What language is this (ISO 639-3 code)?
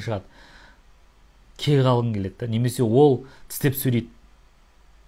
kaz